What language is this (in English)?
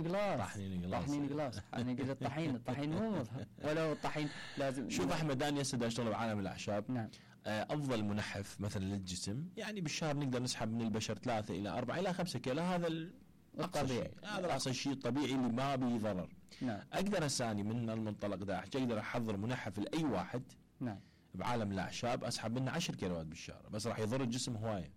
Mesopotamian Arabic